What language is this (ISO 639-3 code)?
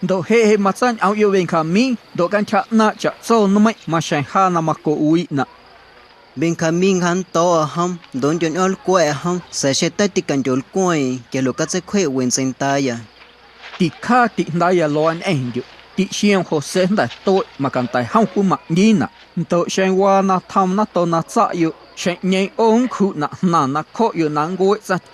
amu